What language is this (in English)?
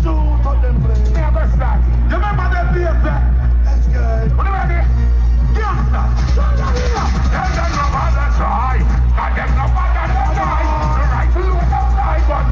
Jamaican Creole English